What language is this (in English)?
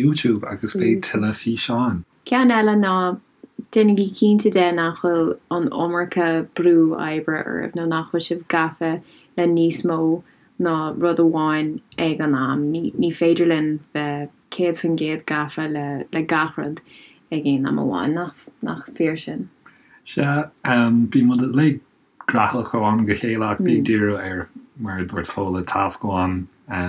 Irish